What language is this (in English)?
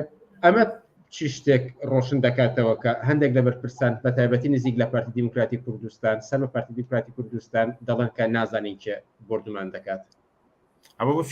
Central Kurdish